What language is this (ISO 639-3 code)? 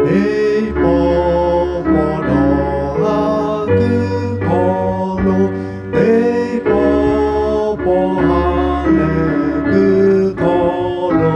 lhu